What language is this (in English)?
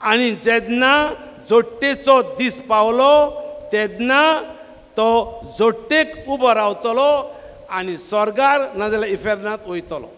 Konkani